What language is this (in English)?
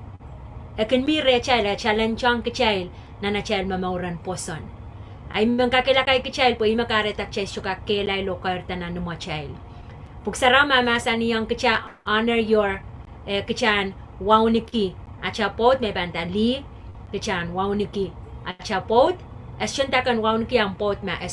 Pohnpeian